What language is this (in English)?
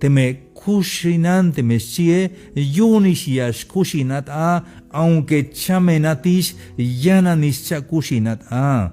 Tzeltal